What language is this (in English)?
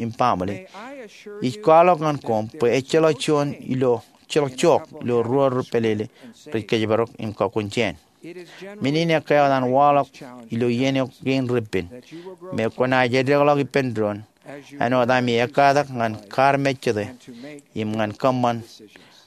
Marshallese